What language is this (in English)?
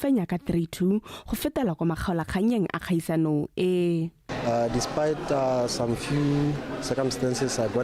Tswana